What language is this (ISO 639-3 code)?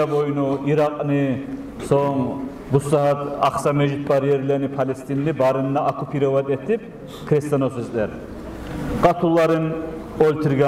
kum